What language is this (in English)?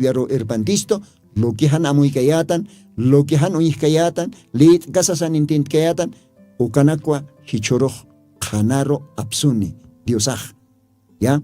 Aymara